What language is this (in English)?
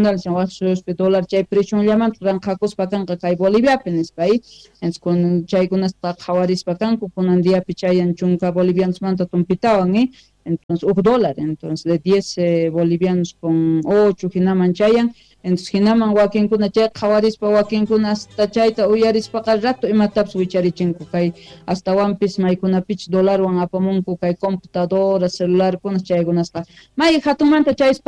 South Bolivian Quechua